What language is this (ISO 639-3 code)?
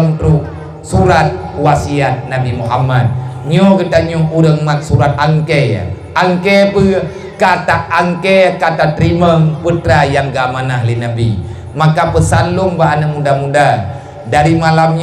ace